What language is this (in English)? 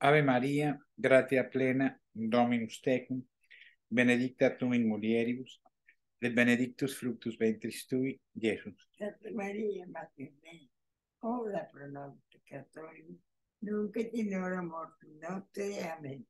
Latin